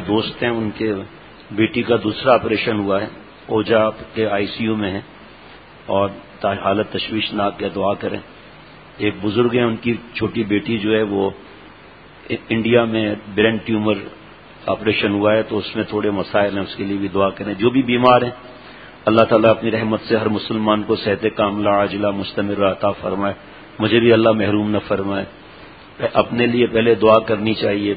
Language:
Urdu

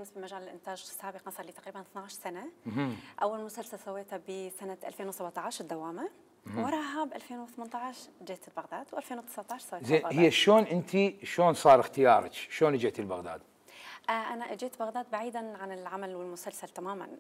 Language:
Mesopotamian Arabic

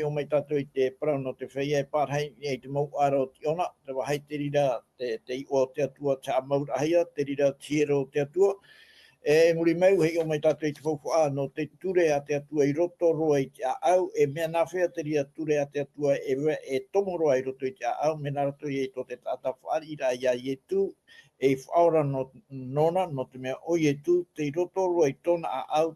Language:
Tahitian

